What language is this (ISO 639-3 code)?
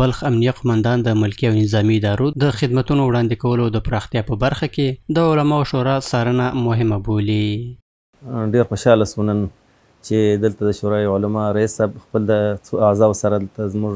pus